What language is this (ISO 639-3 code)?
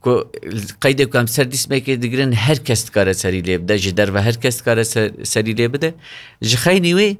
kur